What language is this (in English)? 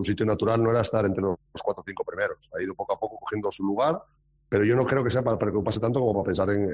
Spanish